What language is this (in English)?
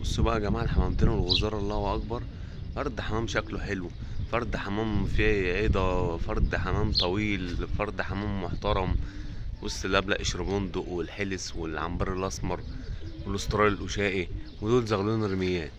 Egyptian Arabic